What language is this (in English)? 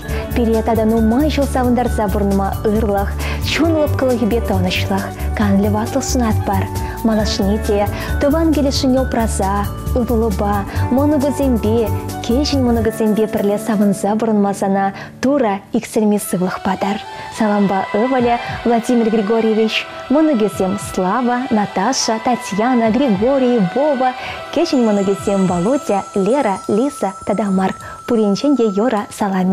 Chuvash